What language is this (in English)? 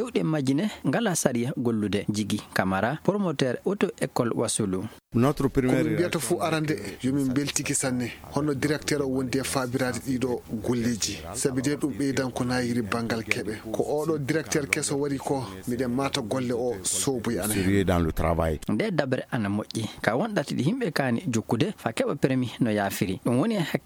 Fula